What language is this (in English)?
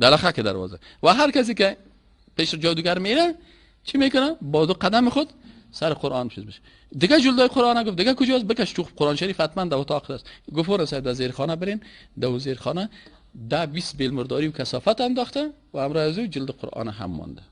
Persian